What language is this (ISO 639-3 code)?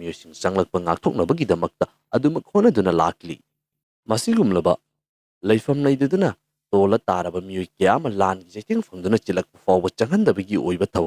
mni